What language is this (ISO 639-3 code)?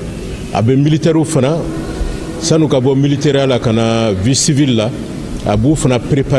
bam